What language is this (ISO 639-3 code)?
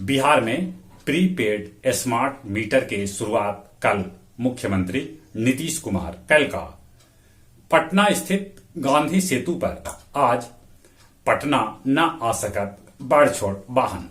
mag